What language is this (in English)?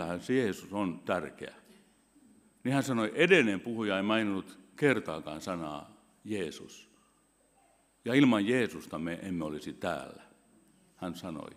Finnish